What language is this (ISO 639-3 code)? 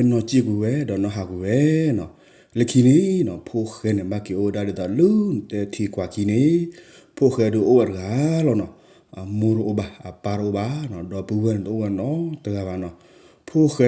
ksw